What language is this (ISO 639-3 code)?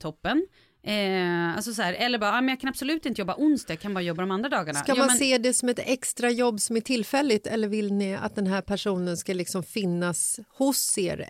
swe